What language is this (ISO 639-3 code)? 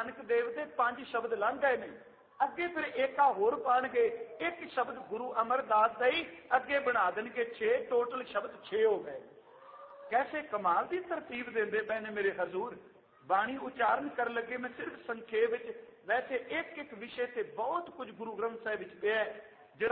pan